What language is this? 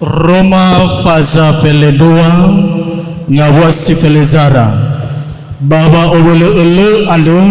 Nias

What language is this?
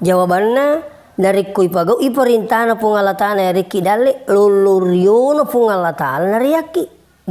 Buginese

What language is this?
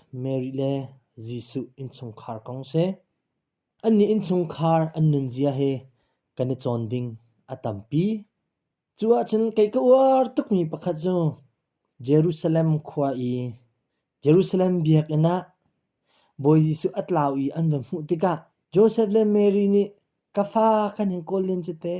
Hakha Chin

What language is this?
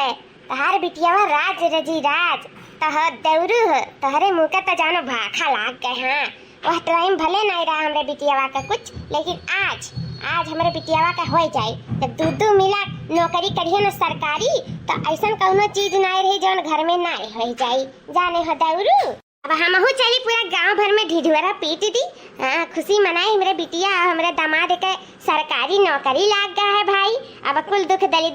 Awadhi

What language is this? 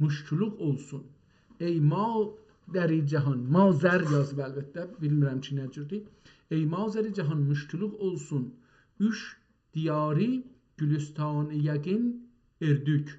South Azerbaijani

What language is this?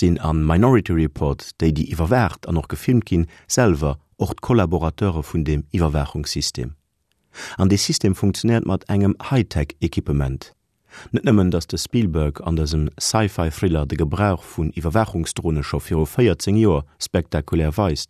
Luxembourgish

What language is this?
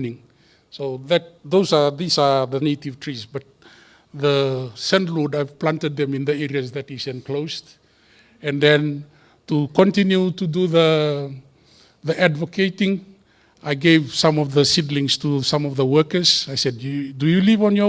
Fijian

